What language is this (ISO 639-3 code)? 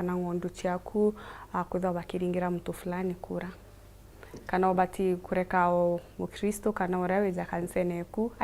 mer